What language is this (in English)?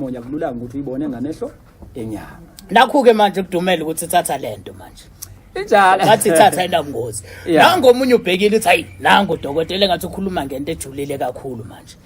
Zulu